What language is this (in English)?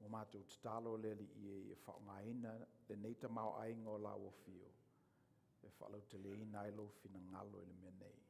Samoan